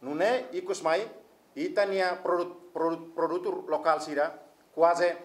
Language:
Tetum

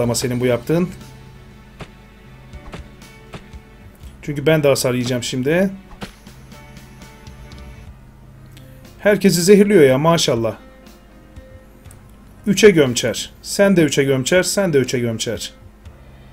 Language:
Turkish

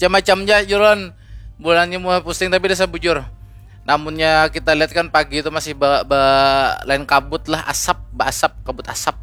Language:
Banjar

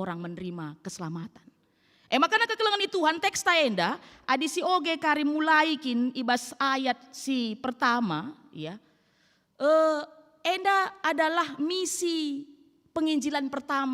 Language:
Batak Karo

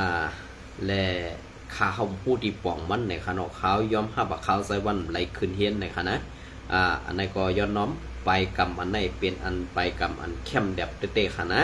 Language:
Shan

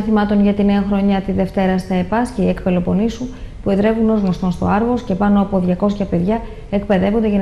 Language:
Greek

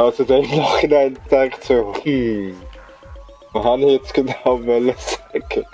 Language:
Swiss German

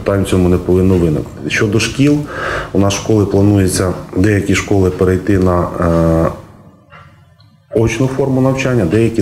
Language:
Ukrainian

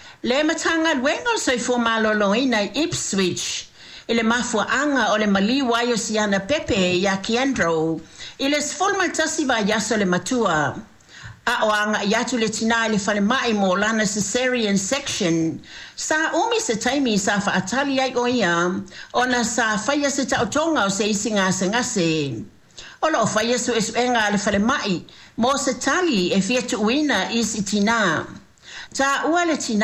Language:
Samoan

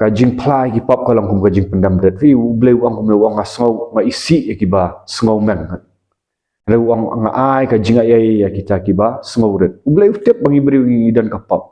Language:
Khasi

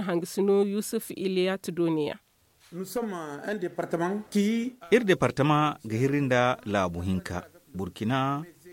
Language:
Zarma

